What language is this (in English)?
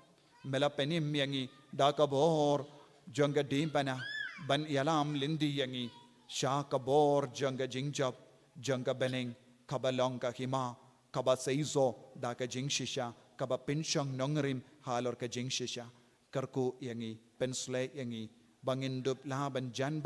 Khasi